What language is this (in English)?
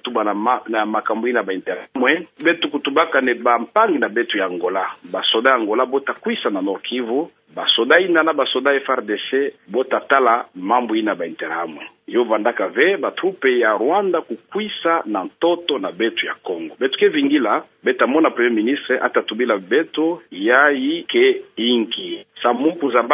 Kituba (Democratic Republic of Congo)